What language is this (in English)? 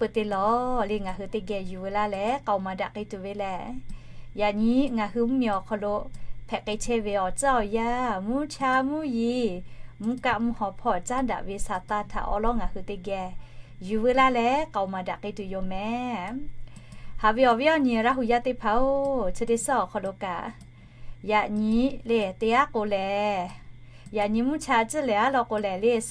Lahu